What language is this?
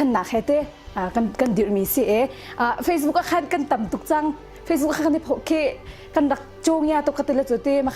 Hakha Chin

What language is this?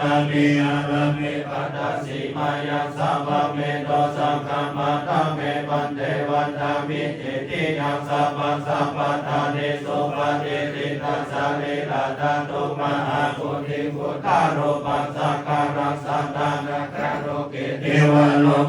Pali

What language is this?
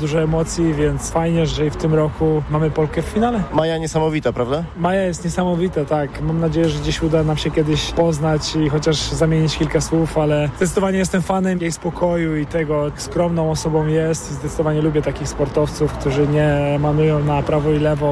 Polish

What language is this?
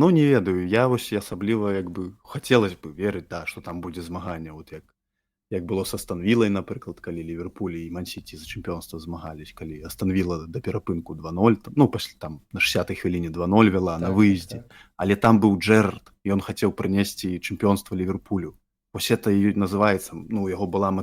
Belarusian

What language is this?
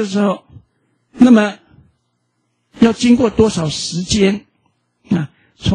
Chinese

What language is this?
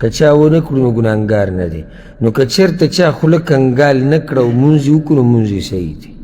Pashto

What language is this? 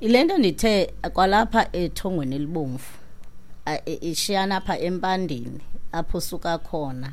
Xhosa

